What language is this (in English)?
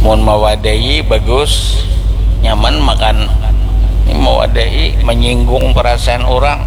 Banjar